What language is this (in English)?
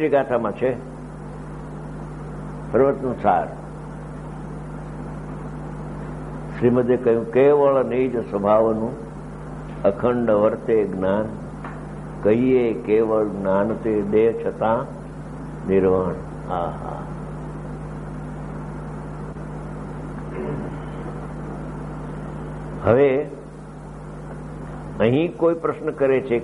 Gujarati